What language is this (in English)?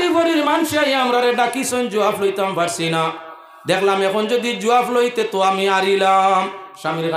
Sylheti